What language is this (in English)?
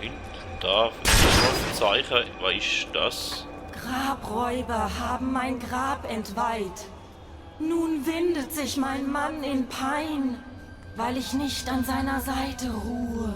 Swiss German